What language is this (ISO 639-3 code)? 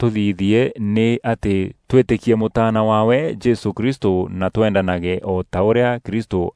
mer